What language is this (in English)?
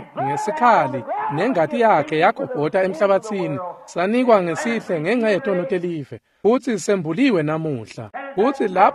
Swati